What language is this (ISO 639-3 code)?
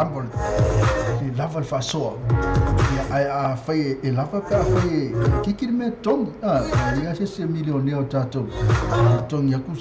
smo